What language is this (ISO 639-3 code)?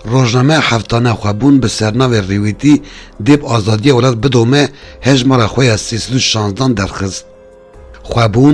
kur